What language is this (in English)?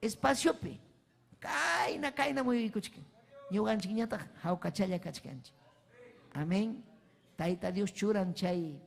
Ayacucho Quechua